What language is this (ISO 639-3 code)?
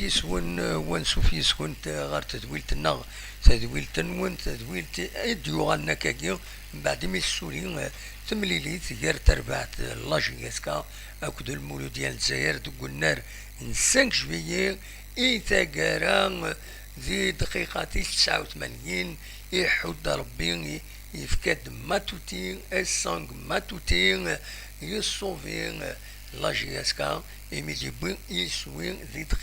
kab